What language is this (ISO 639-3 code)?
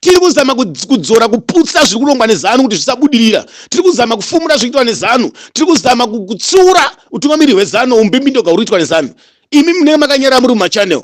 sna